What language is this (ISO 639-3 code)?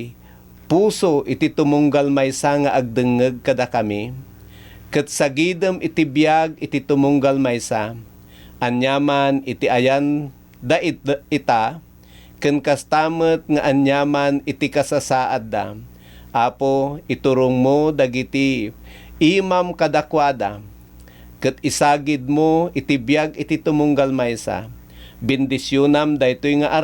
ilo